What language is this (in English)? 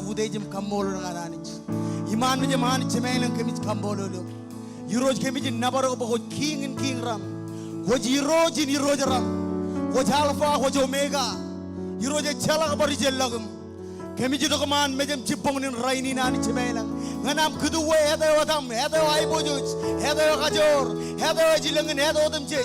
Marshallese